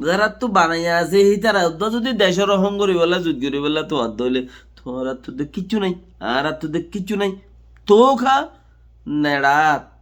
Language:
Rohingya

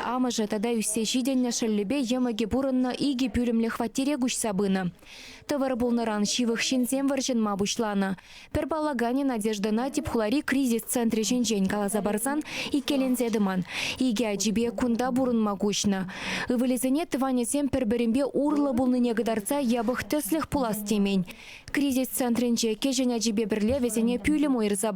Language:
Chuvash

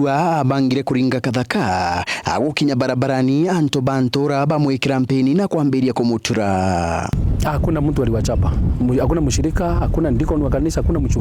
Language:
Meru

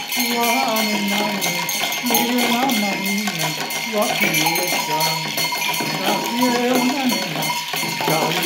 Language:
Croatian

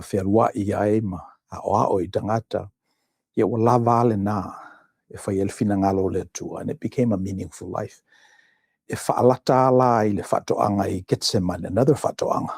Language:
Samoan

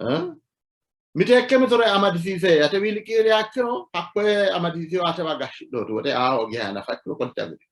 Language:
Sidamo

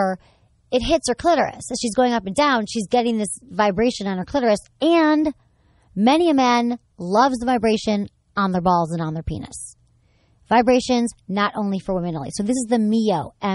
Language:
English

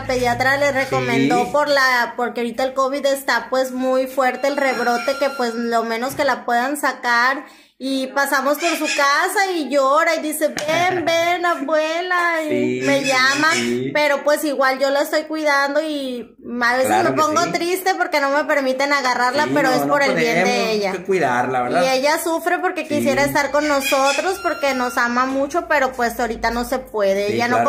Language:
Spanish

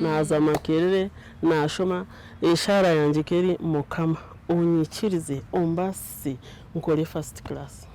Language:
Nyankole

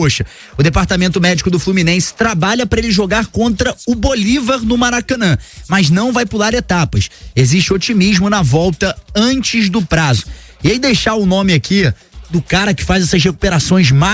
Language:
Portuguese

